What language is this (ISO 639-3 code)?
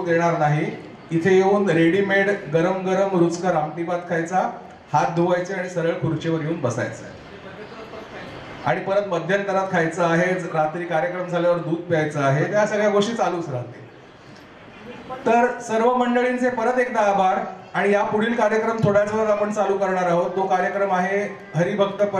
mar